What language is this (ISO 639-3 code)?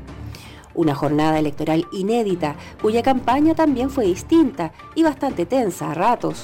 spa